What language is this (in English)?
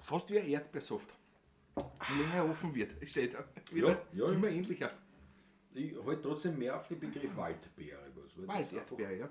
Bavarian